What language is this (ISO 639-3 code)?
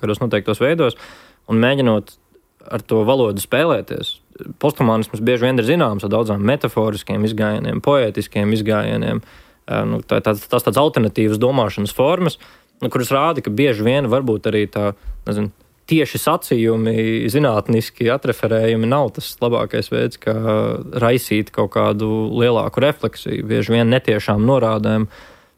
lav